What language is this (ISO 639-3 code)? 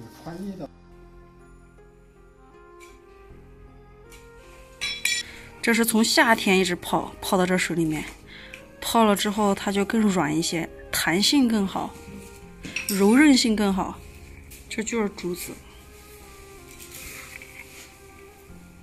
zho